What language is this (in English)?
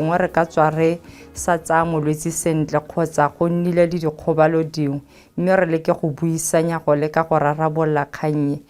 Tswana